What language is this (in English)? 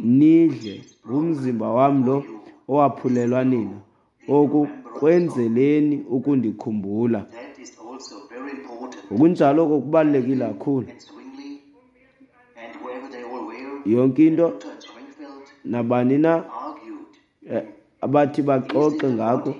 Xhosa